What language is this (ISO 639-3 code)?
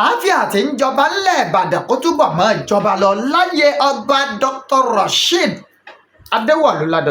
yor